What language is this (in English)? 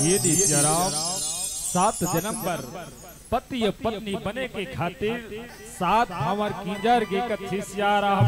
Chhattisgarhi